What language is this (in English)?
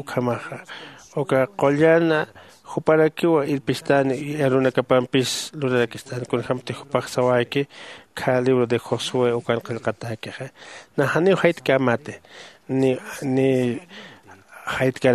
Aymara